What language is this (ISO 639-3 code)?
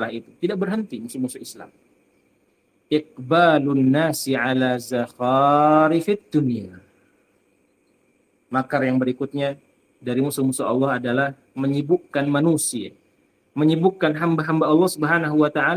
ind